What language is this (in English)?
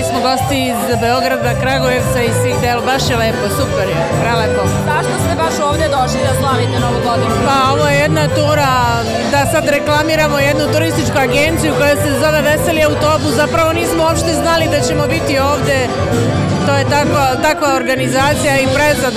Serbian